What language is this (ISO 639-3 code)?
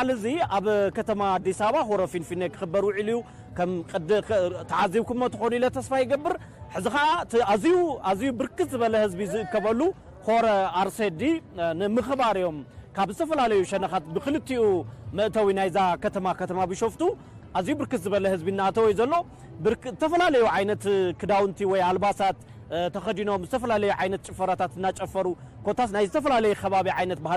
tir